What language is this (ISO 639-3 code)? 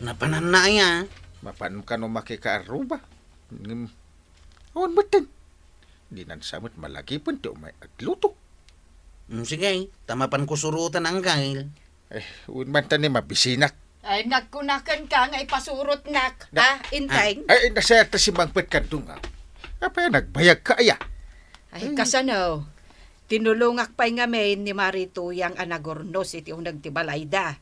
ilo